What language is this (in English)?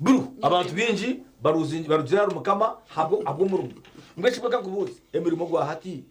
Nyankole